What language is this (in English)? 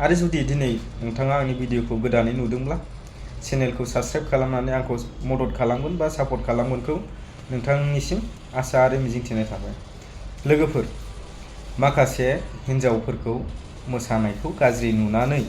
Bodo